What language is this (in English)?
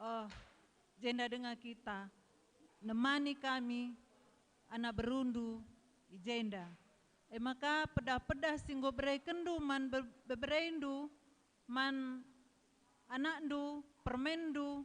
Batak Karo